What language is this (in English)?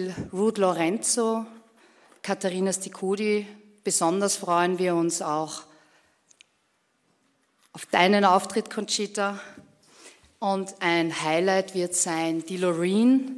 German